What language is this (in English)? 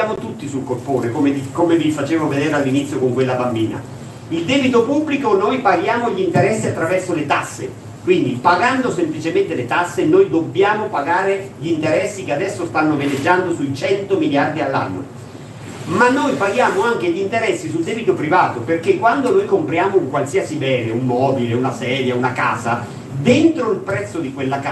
Italian